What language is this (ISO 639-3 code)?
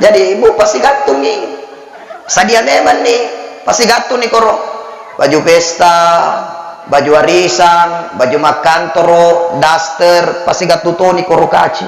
bug